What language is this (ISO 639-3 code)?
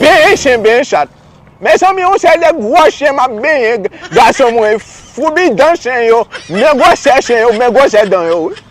hat